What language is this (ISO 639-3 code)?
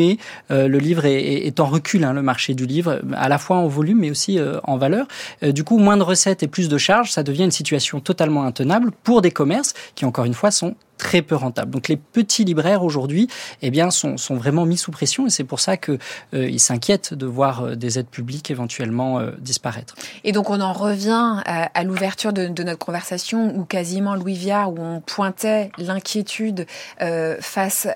fra